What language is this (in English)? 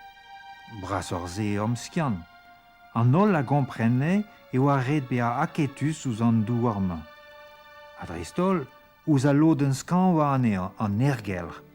Breton